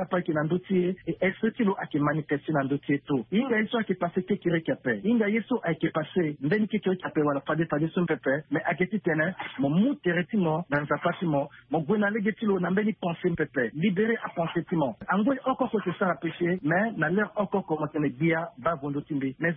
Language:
Sango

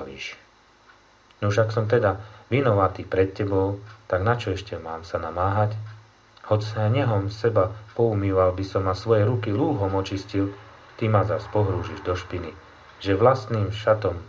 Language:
Slovak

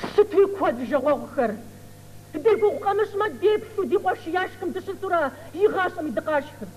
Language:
Kabardian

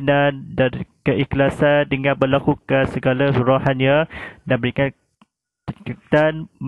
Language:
Malay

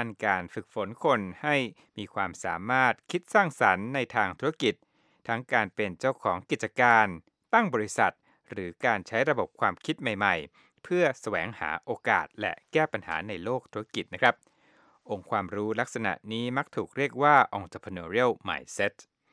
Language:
Thai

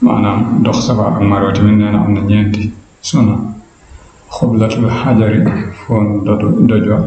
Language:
Wolof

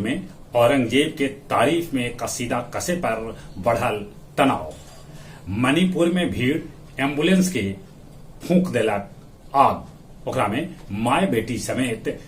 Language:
Magahi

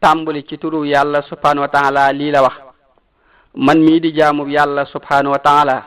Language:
Wolof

